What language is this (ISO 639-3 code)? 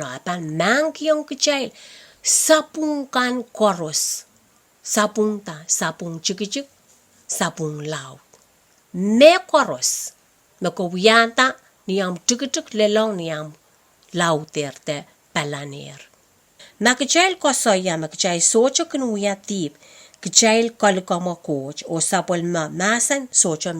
pon